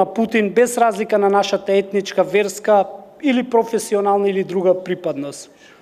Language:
Macedonian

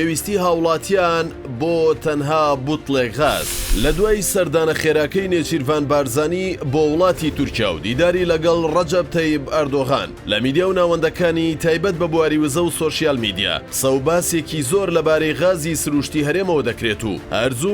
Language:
Central Kurdish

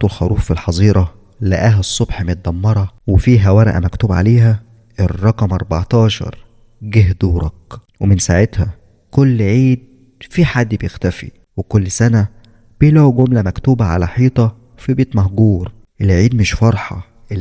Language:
Egyptian Arabic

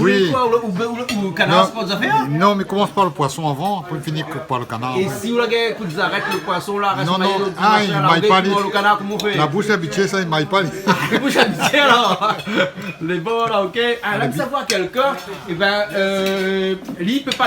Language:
Réunion Creole French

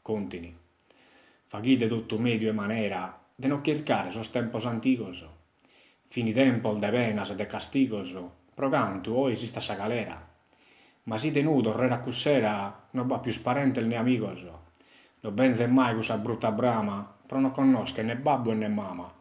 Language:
Sardinian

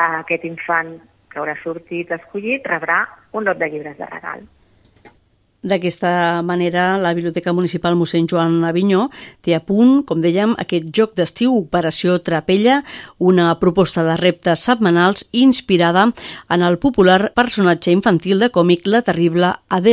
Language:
Catalan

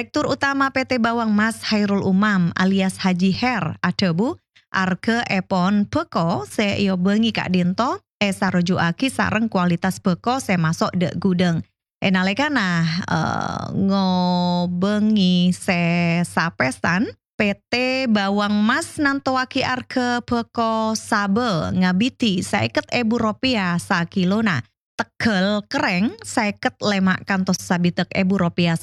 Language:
Madurese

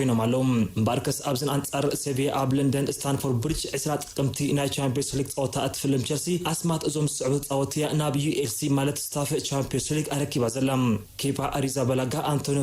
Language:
Tigrinya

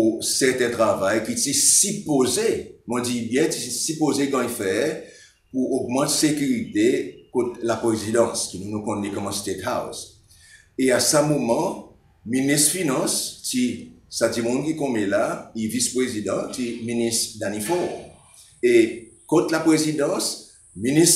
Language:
Seselwa Creole French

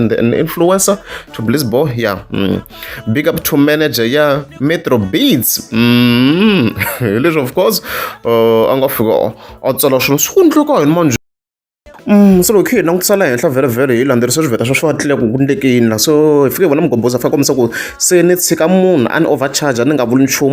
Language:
Tsonga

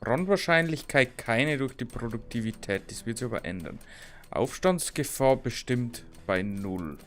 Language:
Bavarian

